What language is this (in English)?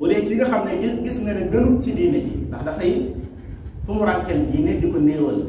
Wolof